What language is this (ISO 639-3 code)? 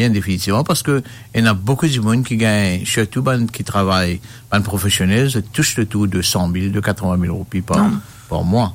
mfe